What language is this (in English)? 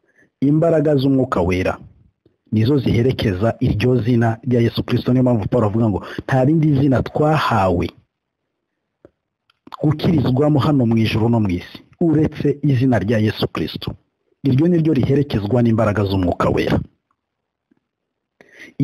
Kinyarwanda